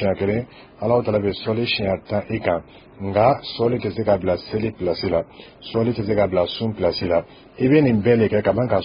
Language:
Dyula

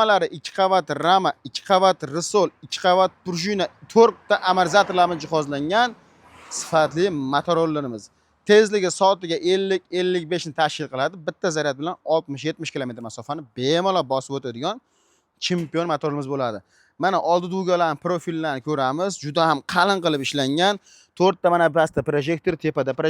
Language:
Uzbek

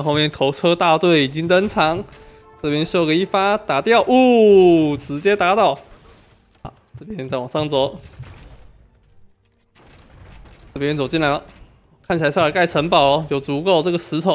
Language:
Chinese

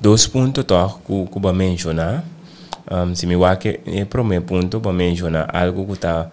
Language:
Papiamento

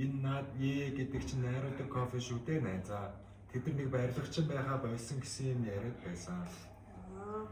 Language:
Mongolian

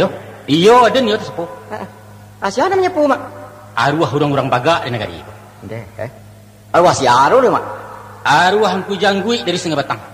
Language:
Minangkabau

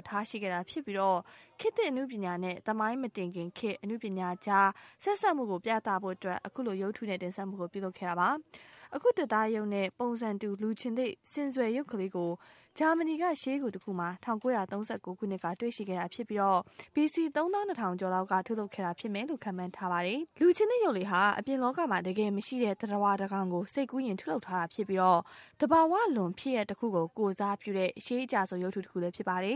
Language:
Burmese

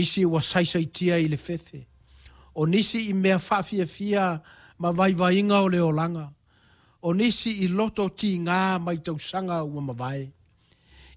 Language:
Samoan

